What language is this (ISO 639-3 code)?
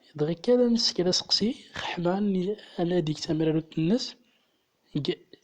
tzm